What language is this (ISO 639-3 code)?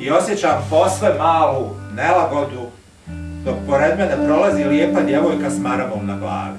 bos